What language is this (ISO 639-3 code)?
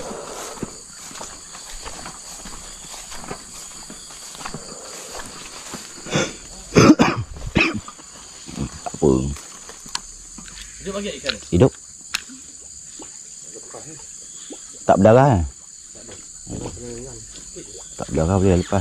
msa